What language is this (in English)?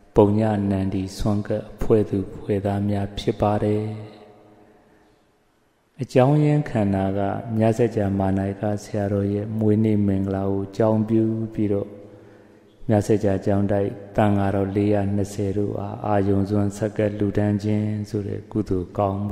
Burmese